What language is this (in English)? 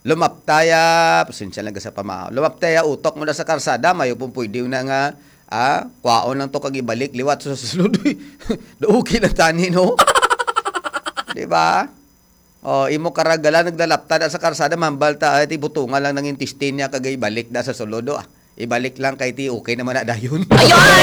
Hiligaynon